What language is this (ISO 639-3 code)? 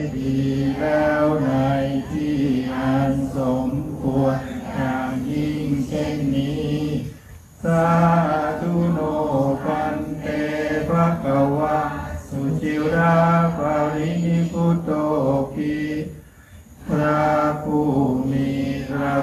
tha